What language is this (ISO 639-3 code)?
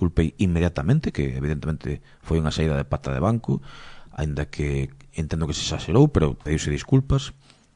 glg